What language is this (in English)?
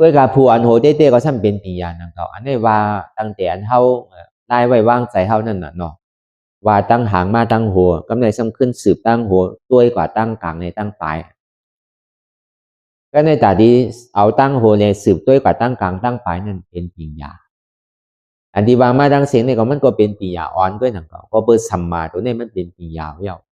Shan